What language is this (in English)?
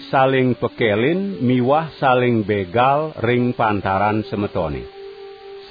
Balinese